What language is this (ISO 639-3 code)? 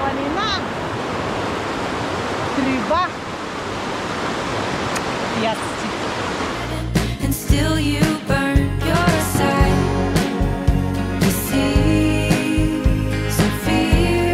bul